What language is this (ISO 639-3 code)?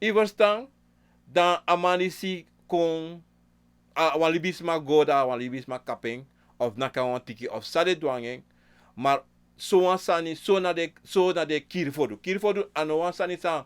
srn